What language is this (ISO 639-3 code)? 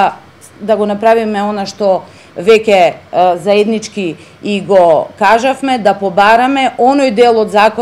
mkd